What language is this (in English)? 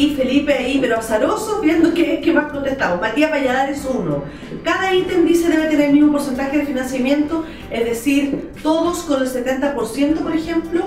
Spanish